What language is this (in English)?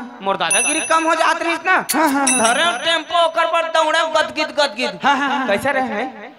Chhattisgarhi